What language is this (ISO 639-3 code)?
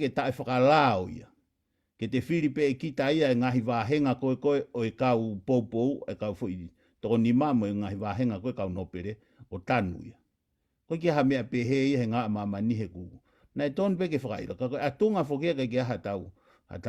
ton